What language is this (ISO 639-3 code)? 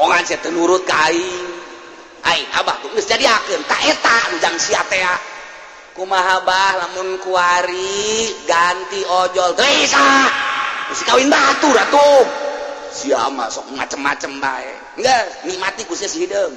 sun